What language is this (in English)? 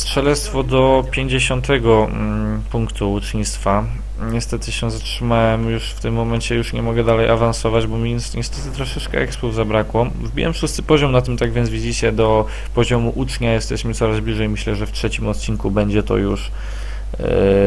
Polish